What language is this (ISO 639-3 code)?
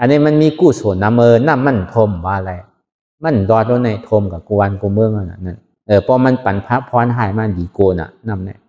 shn